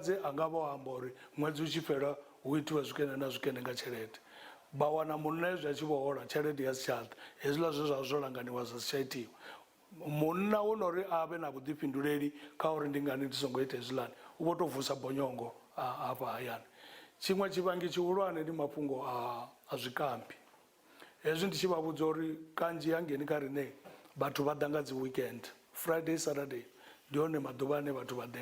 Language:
Venda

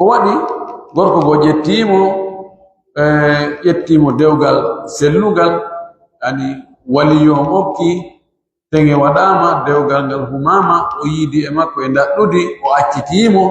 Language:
Pular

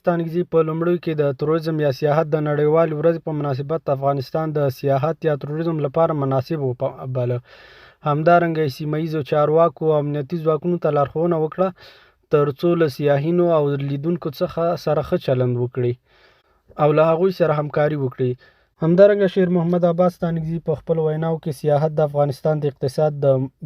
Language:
Pashto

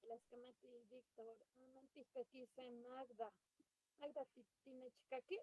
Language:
Eastern Huasteca Nahuatl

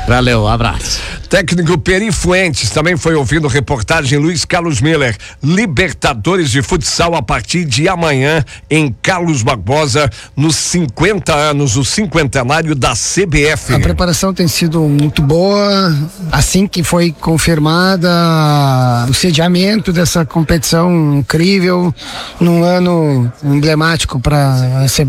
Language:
Portuguese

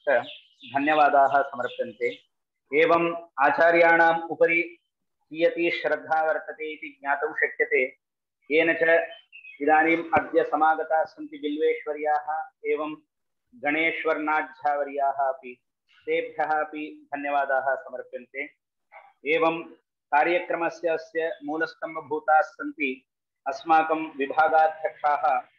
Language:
Sanskrit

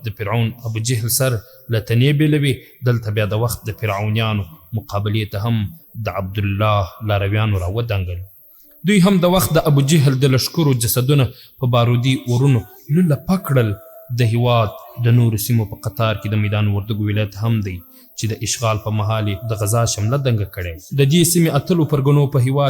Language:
Pashto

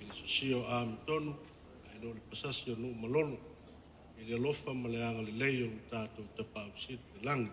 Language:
Samoan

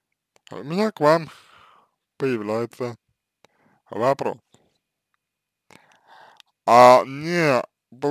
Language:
Russian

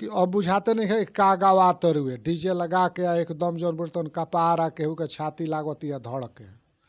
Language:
Bhojpuri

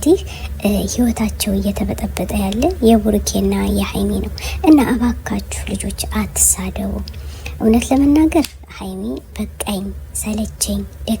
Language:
Amharic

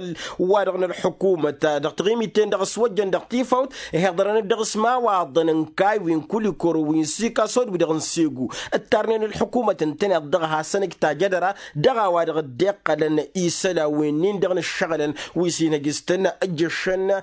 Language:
Tamasheq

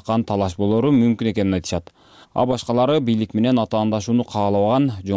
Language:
Kyrgyz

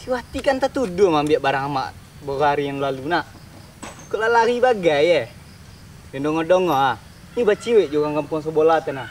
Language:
Minangkabau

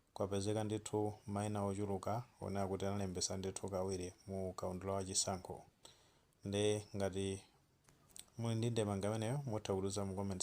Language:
Nyanja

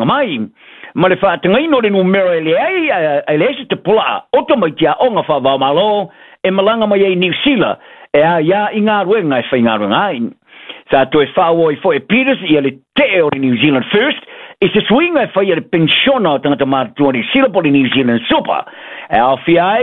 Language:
Samoan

